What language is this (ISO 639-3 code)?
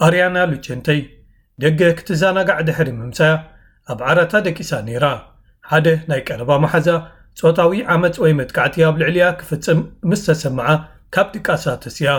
tir